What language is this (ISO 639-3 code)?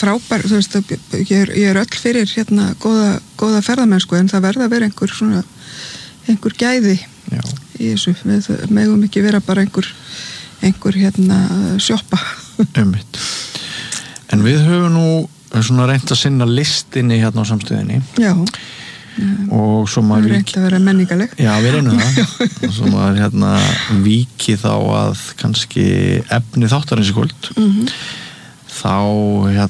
isl